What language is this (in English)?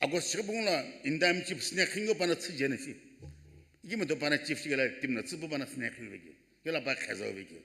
Sumi Naga